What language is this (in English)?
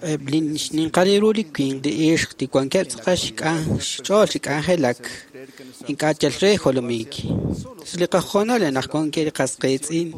Kekchí